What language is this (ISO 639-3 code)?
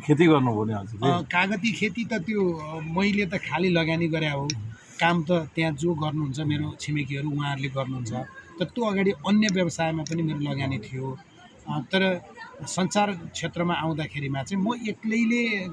nep